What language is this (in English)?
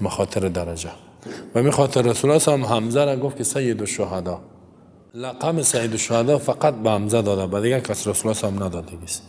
Tajik